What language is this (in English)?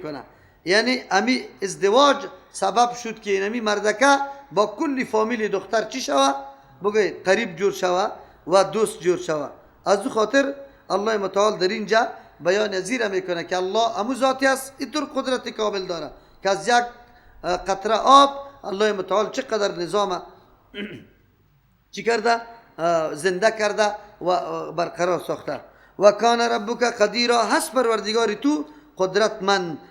Persian